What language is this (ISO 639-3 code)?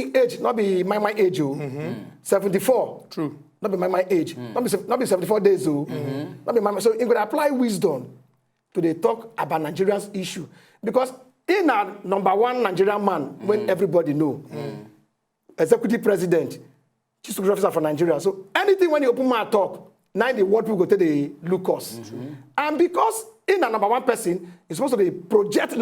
pcm